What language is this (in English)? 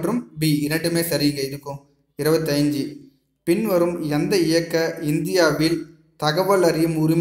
Tamil